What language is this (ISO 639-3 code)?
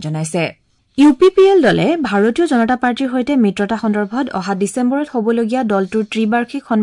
asm